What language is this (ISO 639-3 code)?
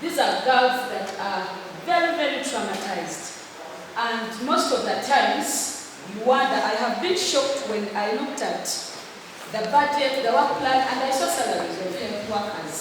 nyn